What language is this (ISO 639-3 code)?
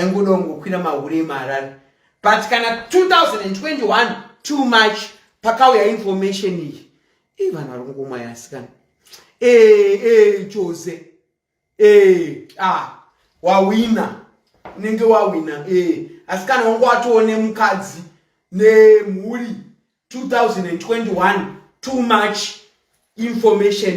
sna